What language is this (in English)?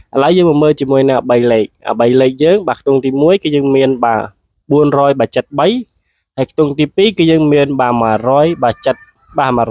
Khmer